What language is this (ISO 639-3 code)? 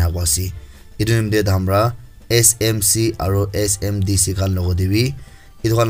nag